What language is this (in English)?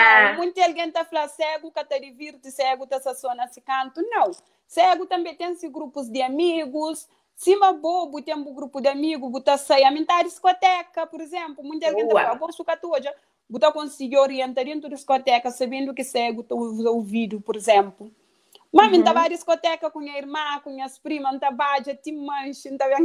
Kabuverdianu